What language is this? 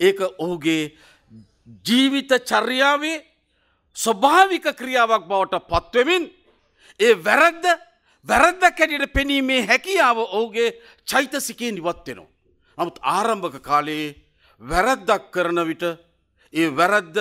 Sinhala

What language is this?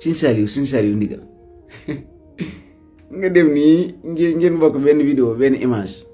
Wolof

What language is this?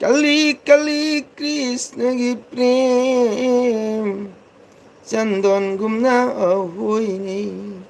Manipuri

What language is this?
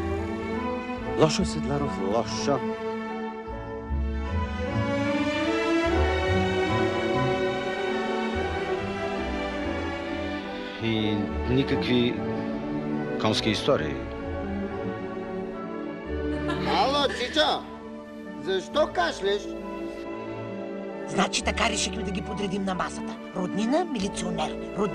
Bulgarian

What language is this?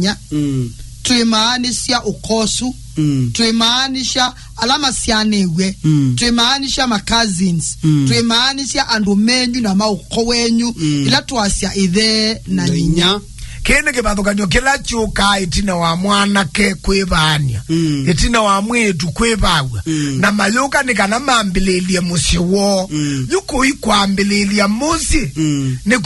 Kamba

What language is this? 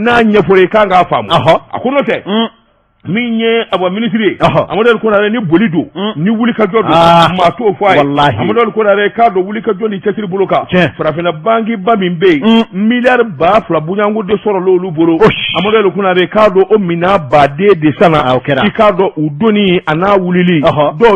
Bambara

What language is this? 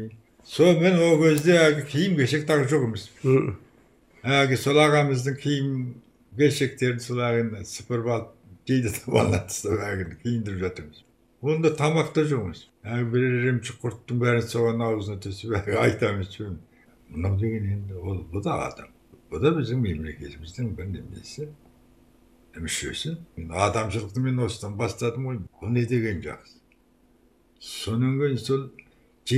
Kazakh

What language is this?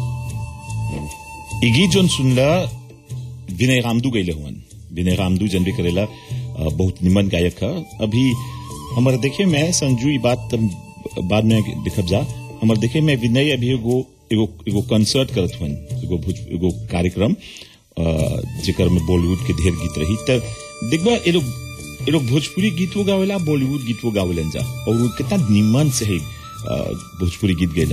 Bhojpuri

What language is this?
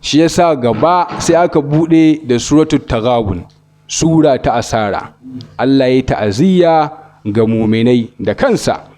Hausa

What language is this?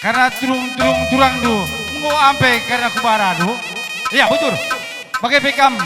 Batak Karo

